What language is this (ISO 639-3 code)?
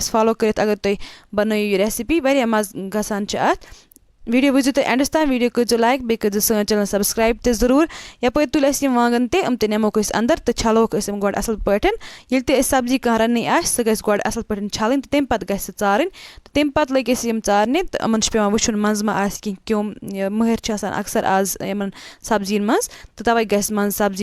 kas